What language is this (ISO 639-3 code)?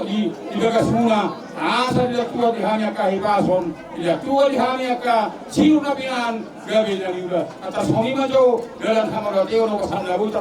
bbc